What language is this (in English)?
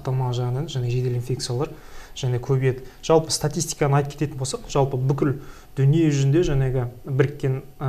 Kazakh